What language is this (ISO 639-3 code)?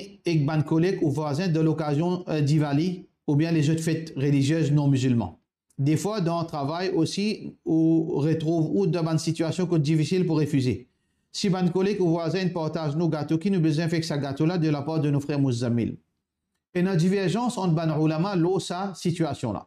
mfe